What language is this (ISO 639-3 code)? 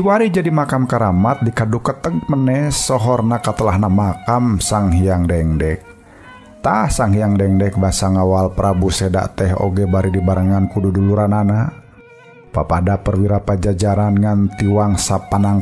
sun